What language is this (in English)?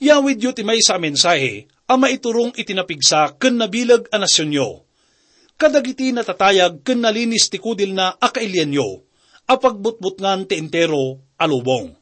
Iloko